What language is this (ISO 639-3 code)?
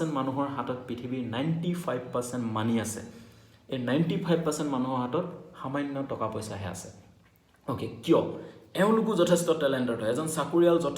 asm